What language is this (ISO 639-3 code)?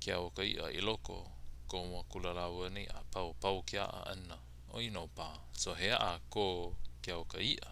haw